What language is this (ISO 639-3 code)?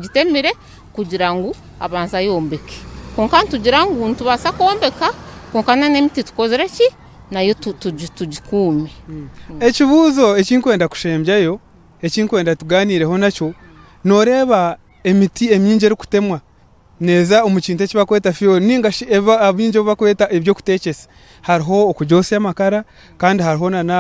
nyn